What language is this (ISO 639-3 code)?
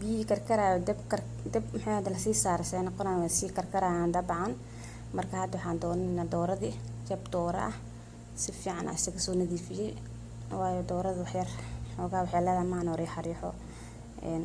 som